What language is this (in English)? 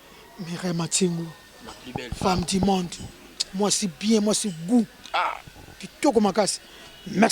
Lingala